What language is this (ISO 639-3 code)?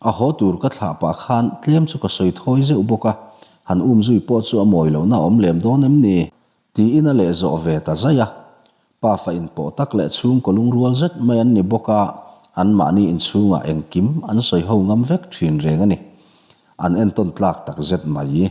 lus